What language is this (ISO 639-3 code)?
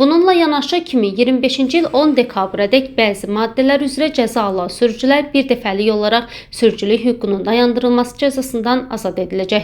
aze